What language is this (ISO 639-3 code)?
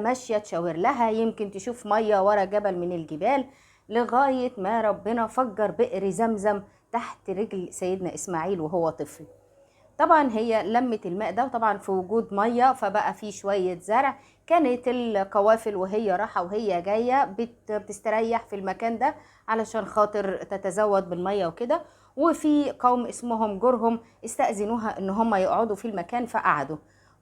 arz